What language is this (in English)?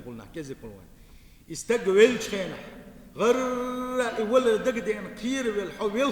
Chechen